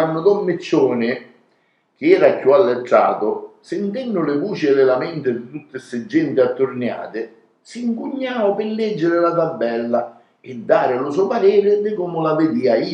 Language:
Sicilian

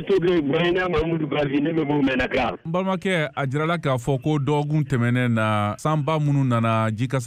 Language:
Bambara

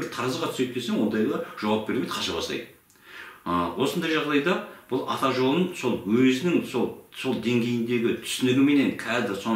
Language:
Kazakh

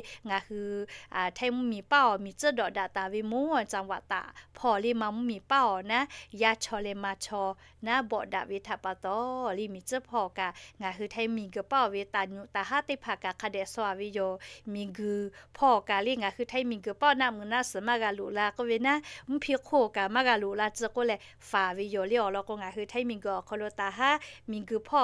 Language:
Lahu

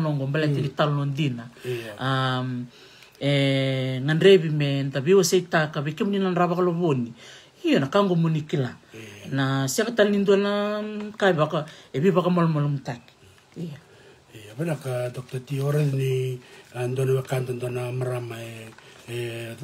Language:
Fijian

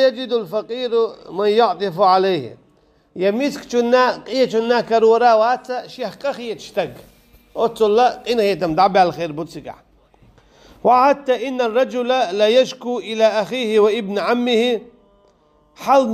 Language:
Chechen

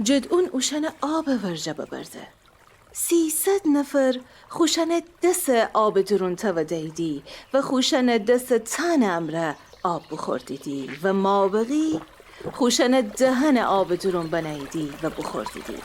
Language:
Gilaki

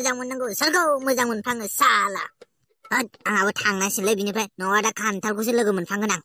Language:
Bodo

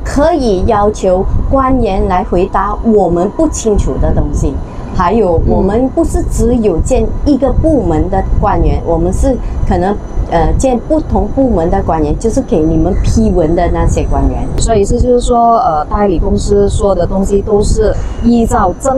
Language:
Chinese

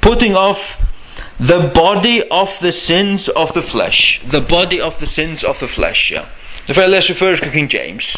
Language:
Faroese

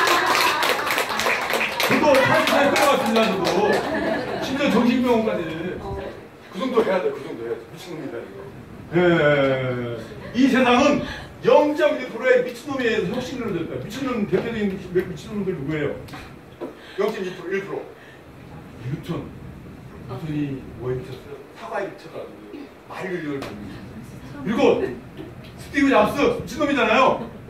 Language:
Korean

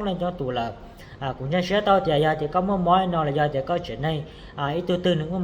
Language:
Hmong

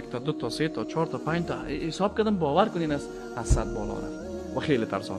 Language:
Persian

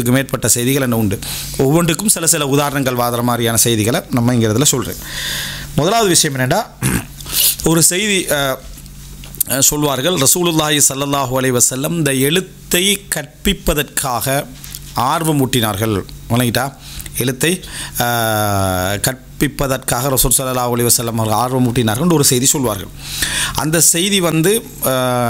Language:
Tamil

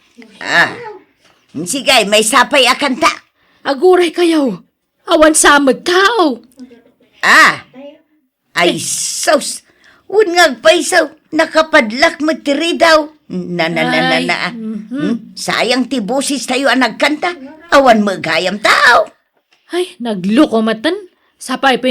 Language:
Iloko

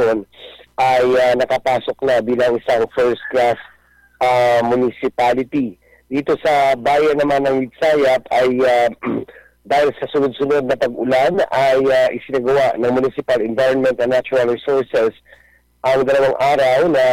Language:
Filipino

